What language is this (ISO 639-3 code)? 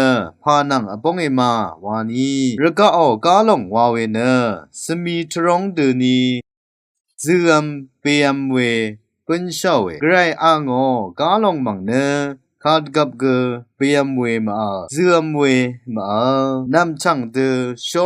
raw